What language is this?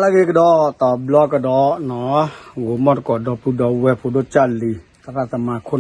S'gaw Karen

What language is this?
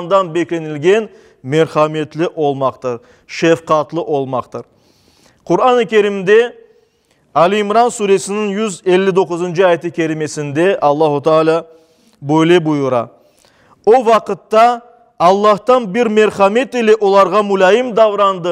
Crimean Tatar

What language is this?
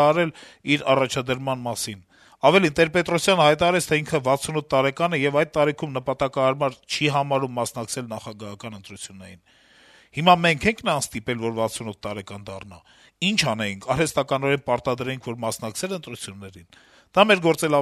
Armenian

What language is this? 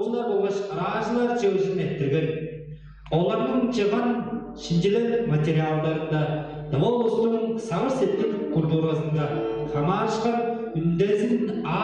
Tuvinian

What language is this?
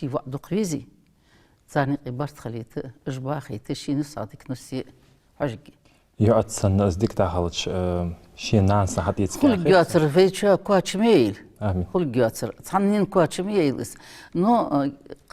Ingush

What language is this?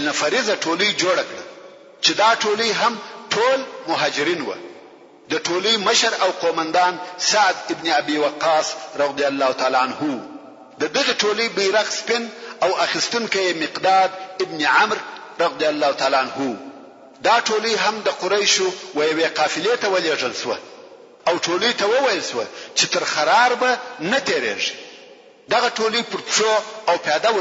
Pashto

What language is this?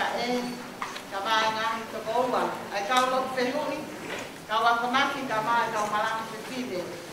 Tongan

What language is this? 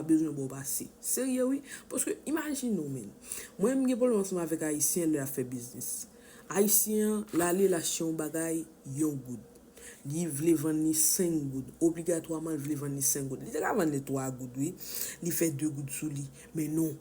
Haitian Creole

